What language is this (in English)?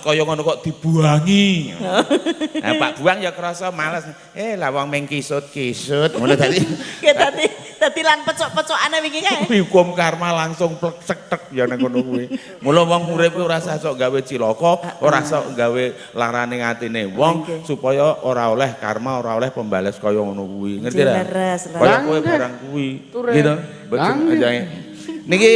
Javanese